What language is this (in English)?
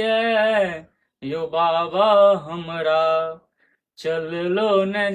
Maithili